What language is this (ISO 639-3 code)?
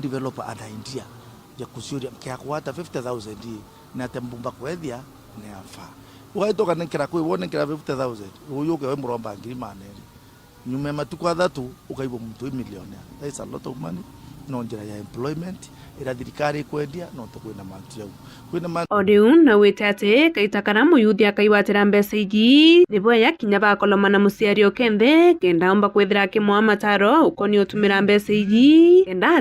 mer